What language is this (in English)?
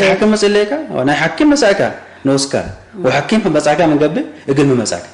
Tigre